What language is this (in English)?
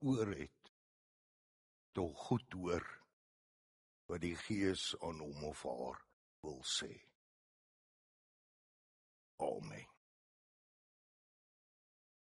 Afrikaans